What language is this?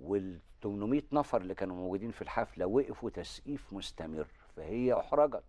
Egyptian Arabic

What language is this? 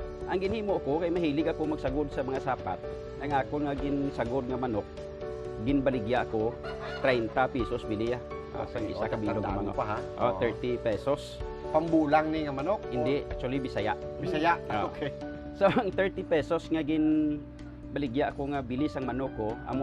Hiligaynon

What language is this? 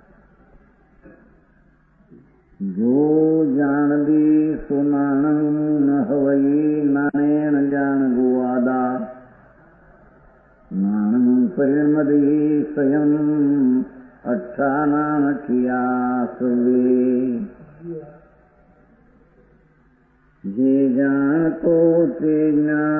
Gujarati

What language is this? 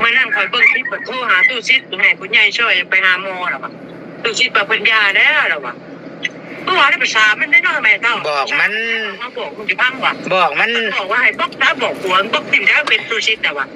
Northeastern Thai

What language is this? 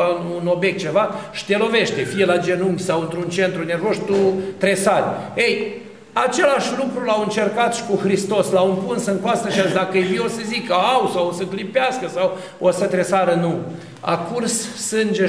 Romanian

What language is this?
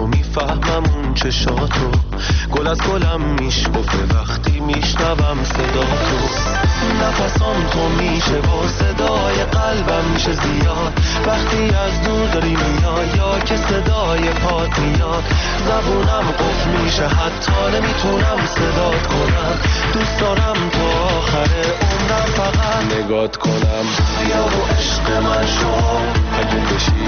Persian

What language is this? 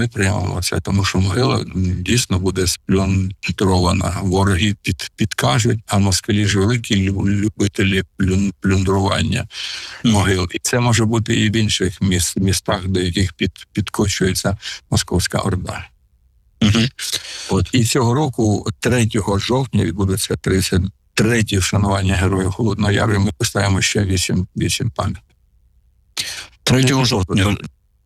Ukrainian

